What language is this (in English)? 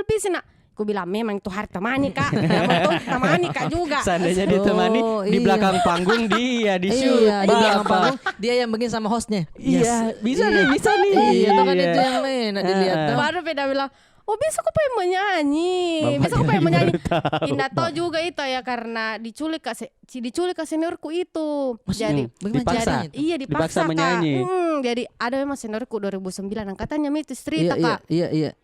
Makassar Malay